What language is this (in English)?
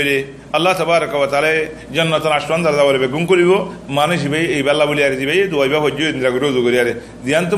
Rohingya